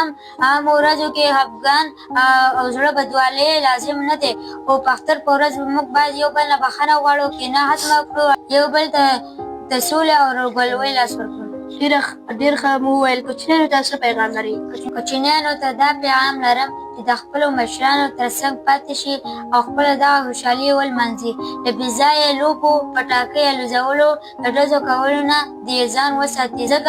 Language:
Pashto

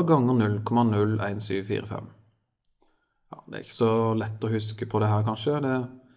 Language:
Norwegian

